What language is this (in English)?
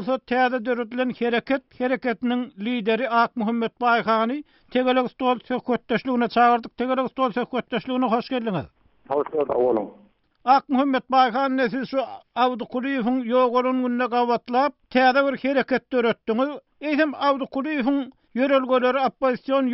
Turkmen